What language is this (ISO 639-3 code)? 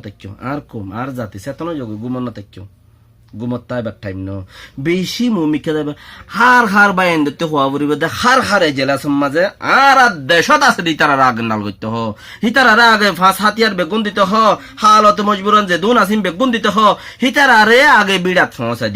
rhg